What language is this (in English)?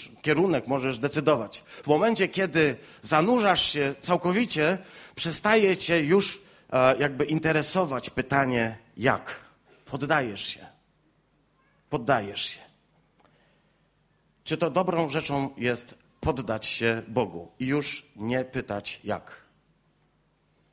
Polish